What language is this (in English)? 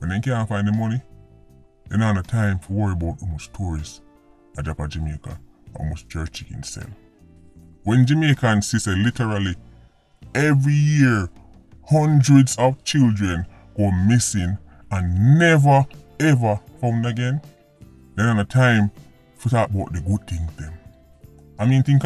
Jamaican Creole English